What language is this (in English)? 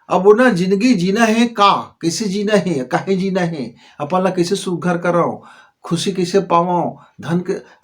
Chhattisgarhi